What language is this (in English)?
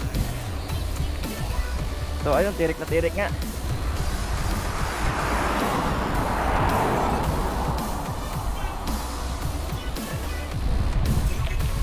Filipino